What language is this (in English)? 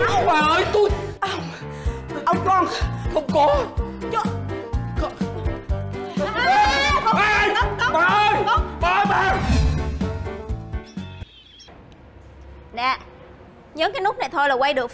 Vietnamese